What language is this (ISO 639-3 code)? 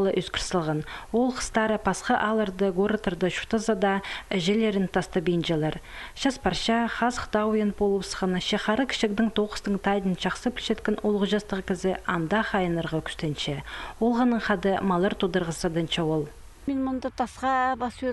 kjh